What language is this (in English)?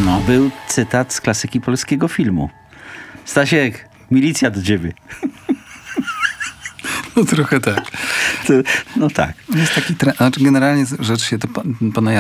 Polish